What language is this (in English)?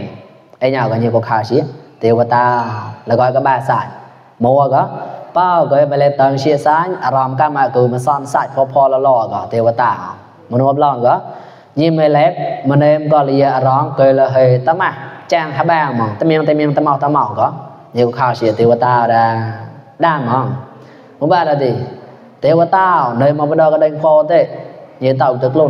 Mon